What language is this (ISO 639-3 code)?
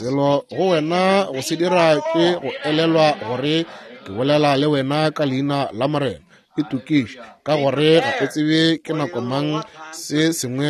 nso